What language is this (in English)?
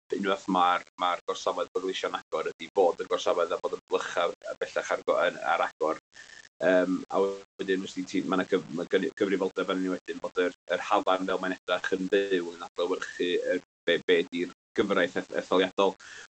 Welsh